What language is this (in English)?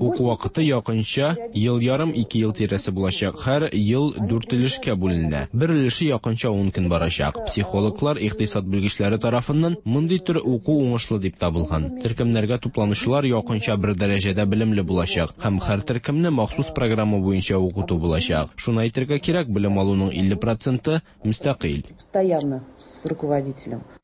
Tatar